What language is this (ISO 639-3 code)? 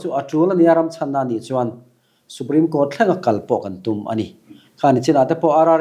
lus